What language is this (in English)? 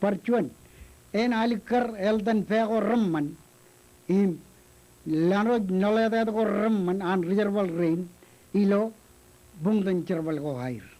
Marshallese